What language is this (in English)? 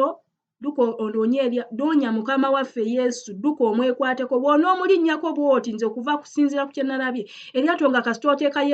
Ganda